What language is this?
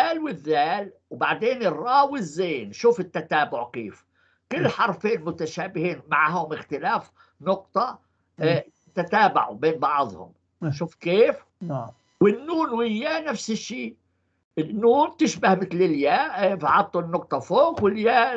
North Levantine Arabic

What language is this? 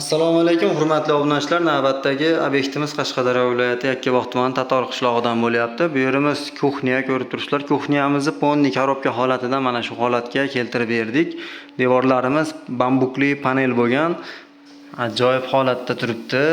Uzbek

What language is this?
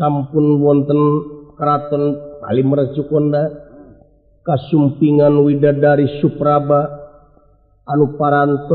Sundanese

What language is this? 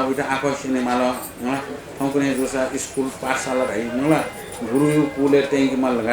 Newari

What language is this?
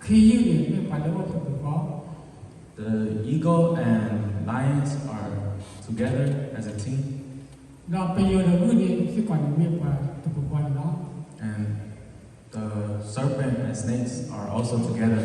S'gaw Karen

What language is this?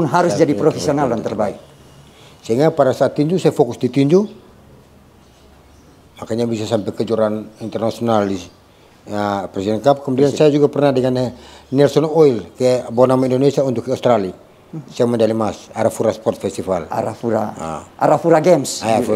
Indonesian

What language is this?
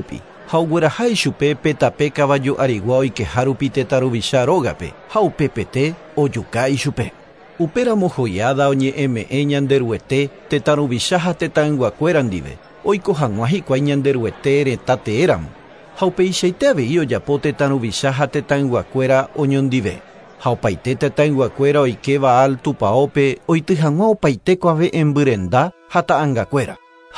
Guarani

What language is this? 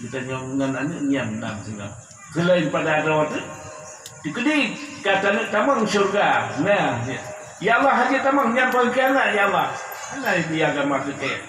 Achinese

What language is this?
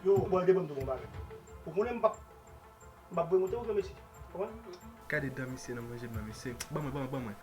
Haitian Creole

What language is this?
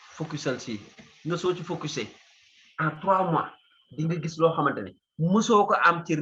Wolof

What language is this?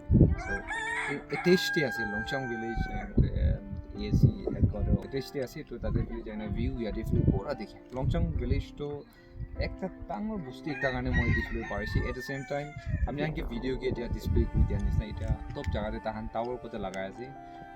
Naga Pidgin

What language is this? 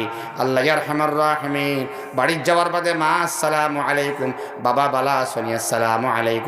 Sylheti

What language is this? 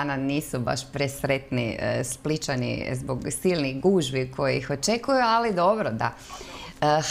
Croatian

